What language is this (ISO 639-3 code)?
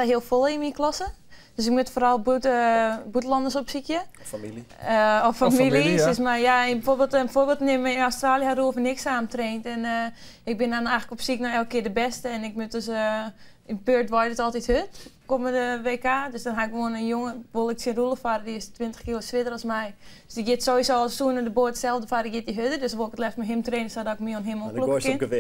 fry